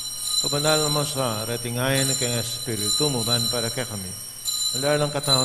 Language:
Pampanga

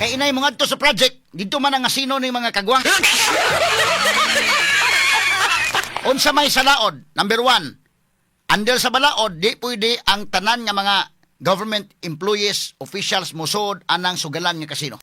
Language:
Cebuano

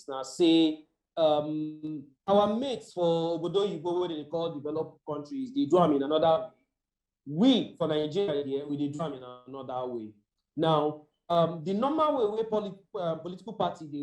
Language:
Nigerian Pidgin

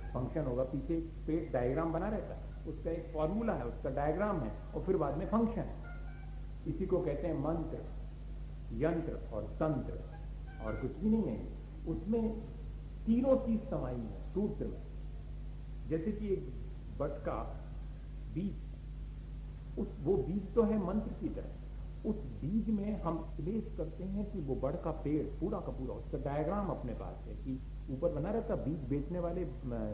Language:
Hindi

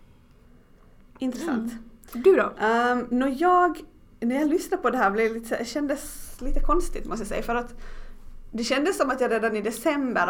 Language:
Swedish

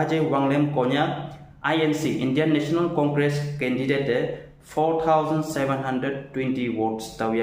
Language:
Konyak Naga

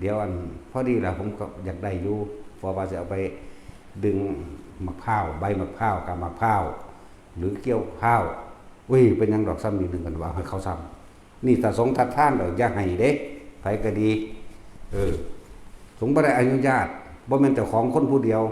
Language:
Northeastern Thai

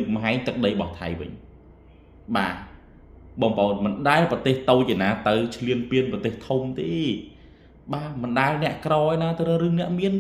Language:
Khmer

